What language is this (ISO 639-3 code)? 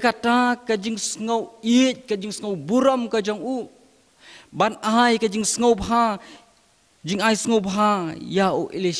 kha